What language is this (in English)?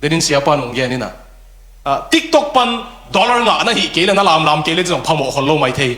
Tedim Chin